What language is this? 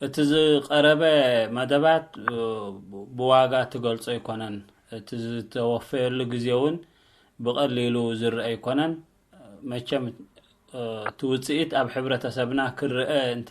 Tigrinya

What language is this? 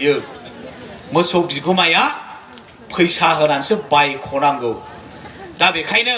Bodo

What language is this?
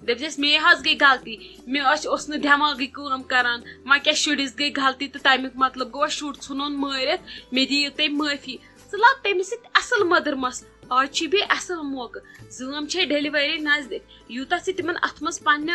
Kashmiri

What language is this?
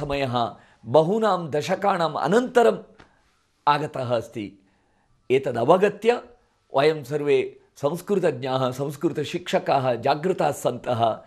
Sanskrit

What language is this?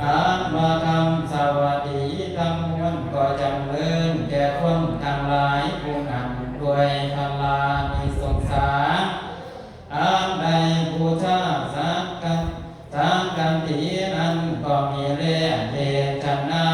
Northeastern Thai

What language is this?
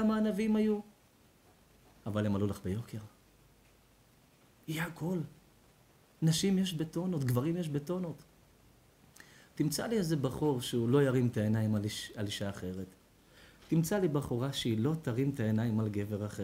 Hebrew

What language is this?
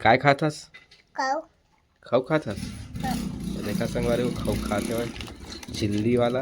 Chhattisgarhi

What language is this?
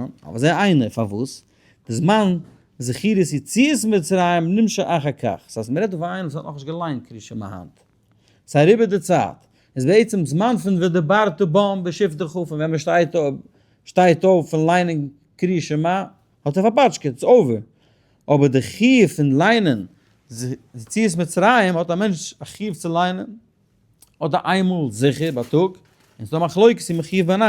Yiddish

